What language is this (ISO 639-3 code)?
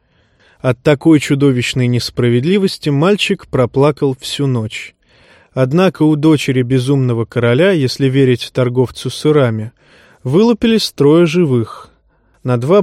rus